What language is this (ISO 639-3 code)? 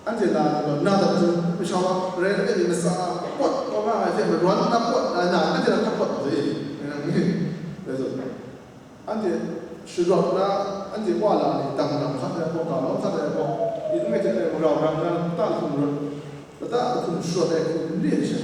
kac